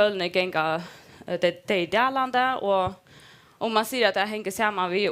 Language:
Faroese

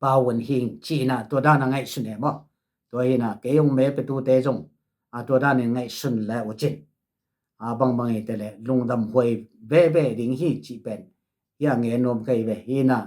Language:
Tedim Chin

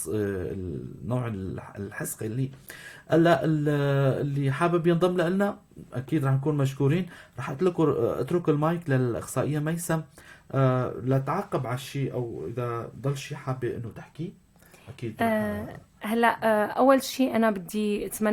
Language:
North Levantine Arabic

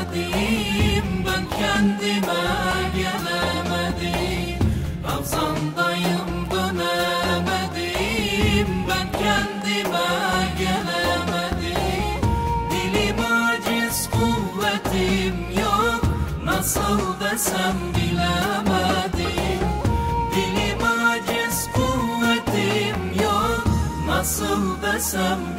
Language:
Turkish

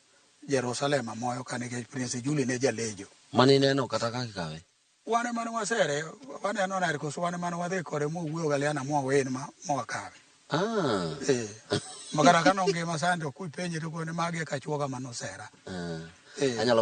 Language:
Luo (Kenya and Tanzania)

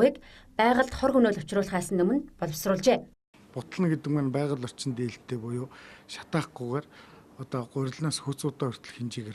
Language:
Mongolian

